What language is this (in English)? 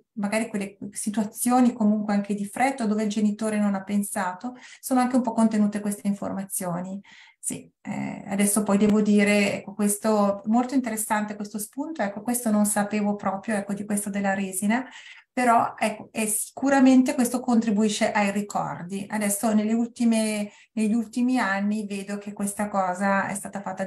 Italian